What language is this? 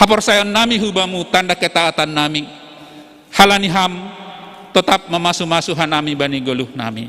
Batak Simalungun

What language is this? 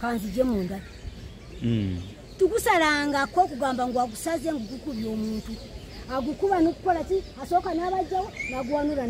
Ganda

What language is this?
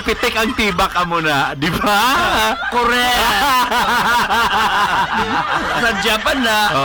Hiligaynon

